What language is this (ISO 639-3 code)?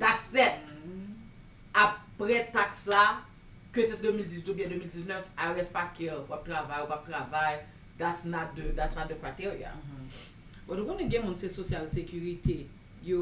hat